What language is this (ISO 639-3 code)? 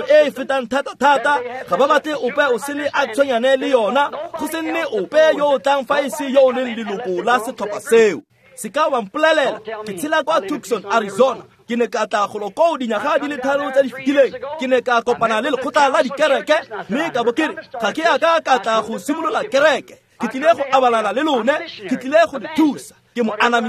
tsn